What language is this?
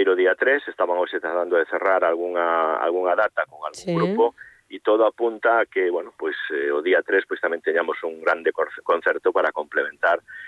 Galician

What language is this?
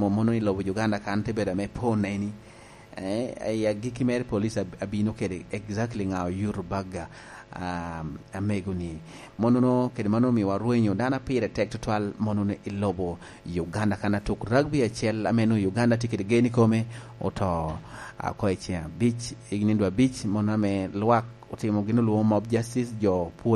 Lango (Uganda)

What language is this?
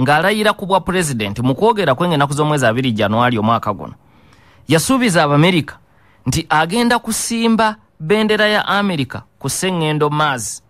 Ganda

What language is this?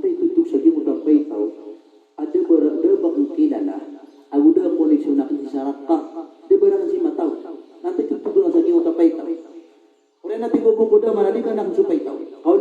Maranao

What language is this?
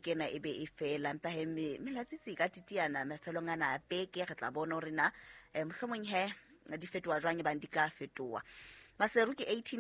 Southern Sotho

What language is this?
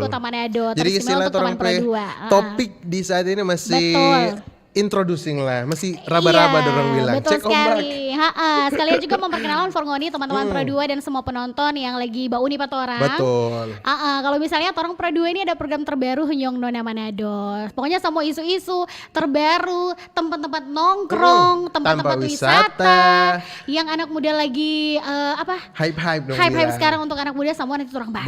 Manado Malay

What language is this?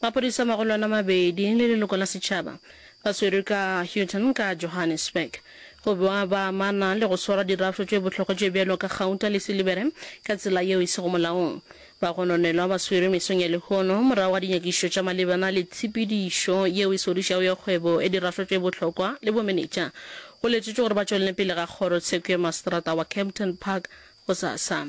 Northern Sotho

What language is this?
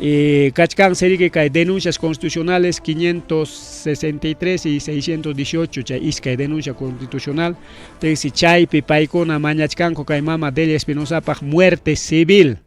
Ayacucho Quechua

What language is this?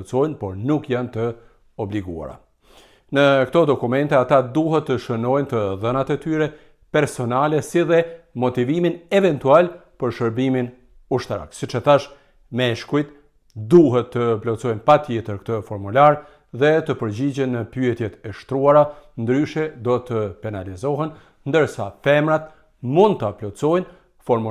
Albanian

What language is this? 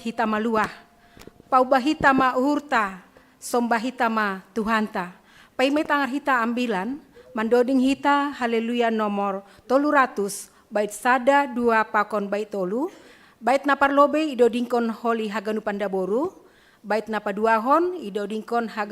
Batak Simalungun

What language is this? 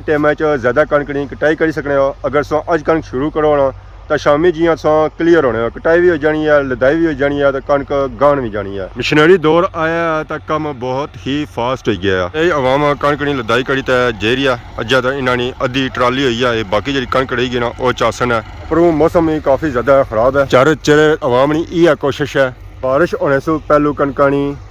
Pahari-Potwari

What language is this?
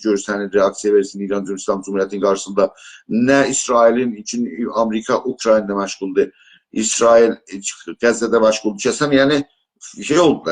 South Azerbaijani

